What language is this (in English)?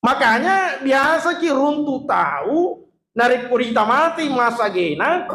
Buginese